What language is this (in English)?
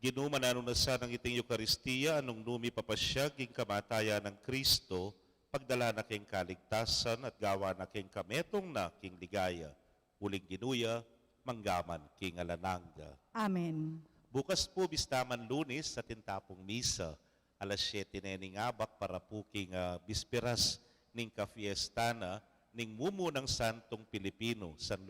Pampanga